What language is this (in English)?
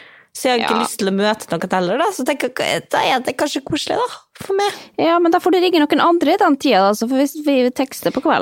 Norwegian